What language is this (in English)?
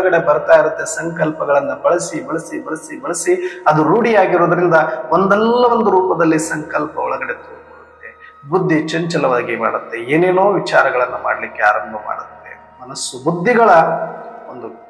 Kannada